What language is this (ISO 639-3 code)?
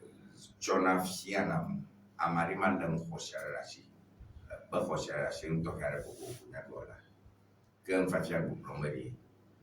ewe